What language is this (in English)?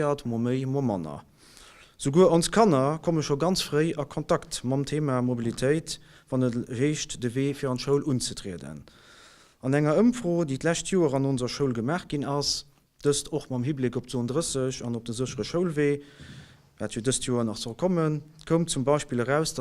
Luxembourgish